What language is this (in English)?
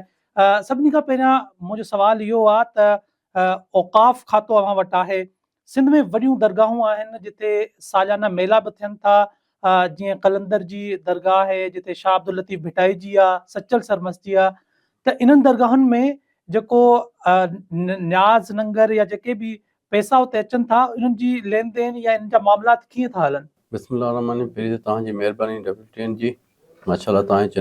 Sindhi